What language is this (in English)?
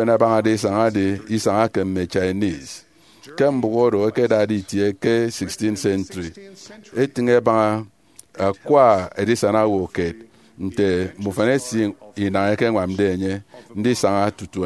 Efik